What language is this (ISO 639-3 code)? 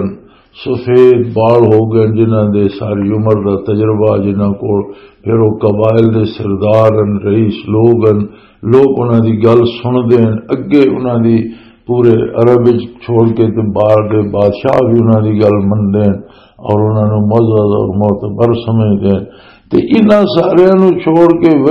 lah